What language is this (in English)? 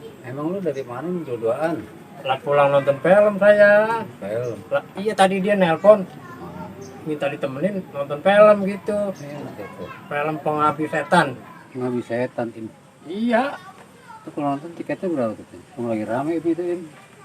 Betawi